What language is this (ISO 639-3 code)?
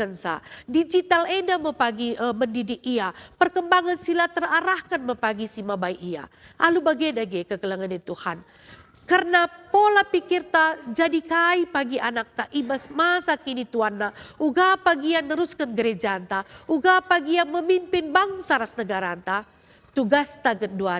btx